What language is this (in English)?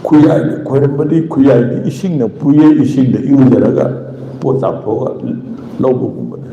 Manipuri